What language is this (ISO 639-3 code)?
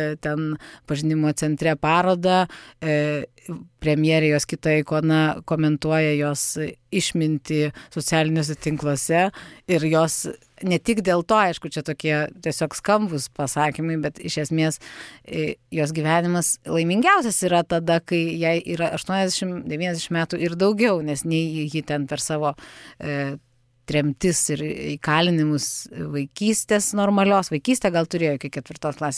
lit